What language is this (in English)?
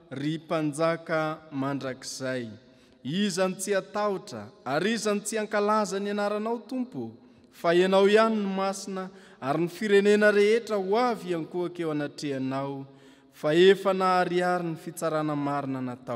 Malagasy